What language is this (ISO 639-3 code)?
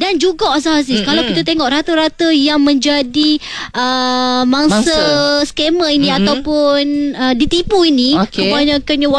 msa